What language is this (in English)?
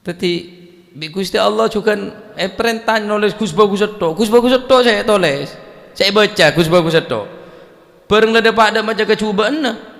Madurese